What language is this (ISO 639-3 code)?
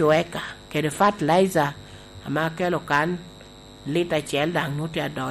laj